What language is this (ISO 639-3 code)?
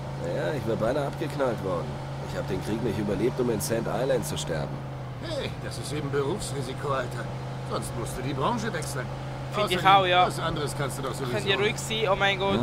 gsw